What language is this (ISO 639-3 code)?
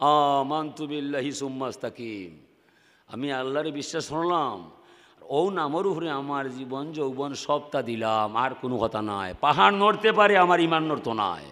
syl